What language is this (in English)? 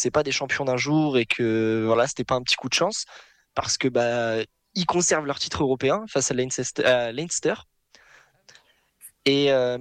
French